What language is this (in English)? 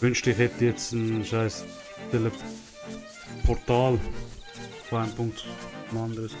Swiss German